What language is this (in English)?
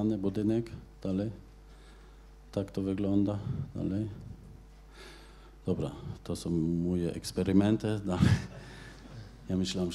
Polish